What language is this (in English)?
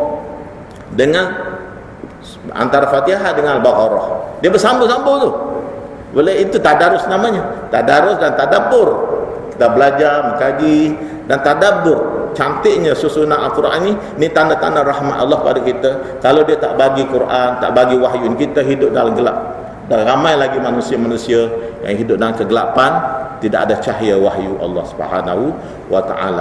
Malay